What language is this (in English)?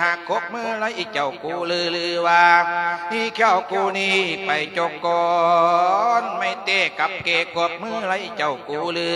Lao